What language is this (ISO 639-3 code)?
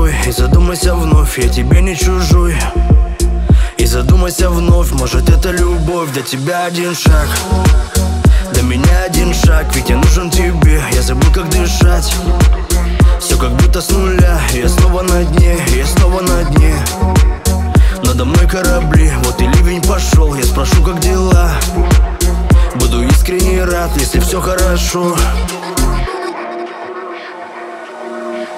rus